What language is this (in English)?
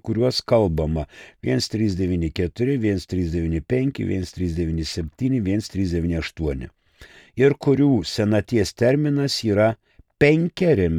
Lithuanian